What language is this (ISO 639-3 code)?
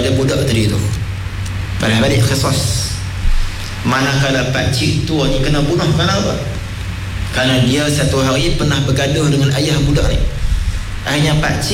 msa